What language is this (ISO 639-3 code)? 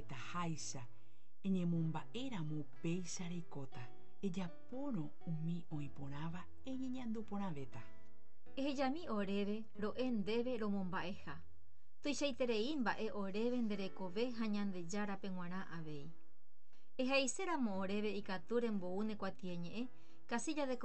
grn